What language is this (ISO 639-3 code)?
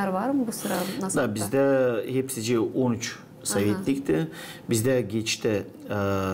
gag